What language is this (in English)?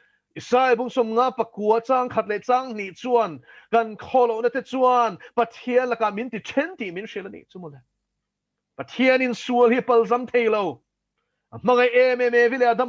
Mizo